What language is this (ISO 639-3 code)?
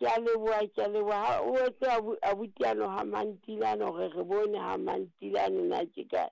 sot